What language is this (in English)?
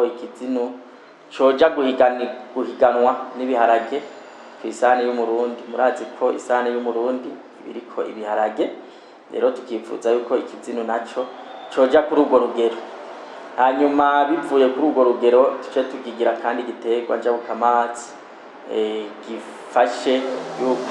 Rundi